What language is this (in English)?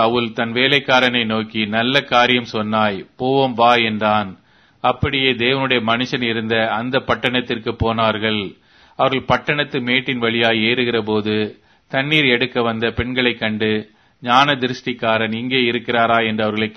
Tamil